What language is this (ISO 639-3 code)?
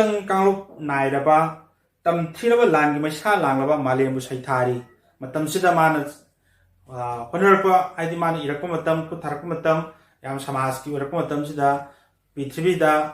mni